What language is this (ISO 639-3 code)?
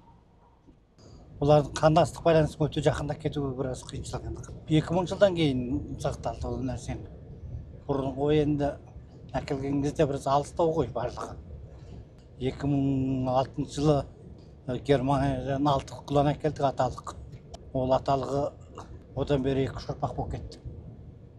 kaz